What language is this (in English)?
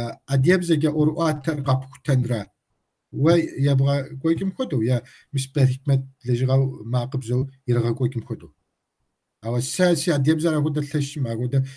Kabardian